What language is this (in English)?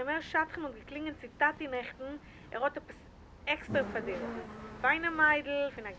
Yiddish